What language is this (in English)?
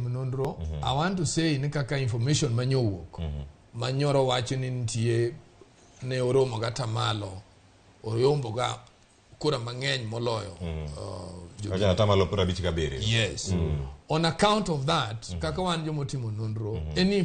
Luo (Kenya and Tanzania)